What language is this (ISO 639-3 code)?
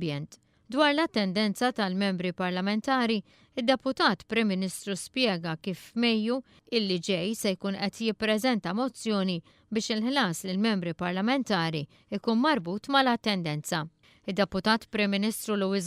mlt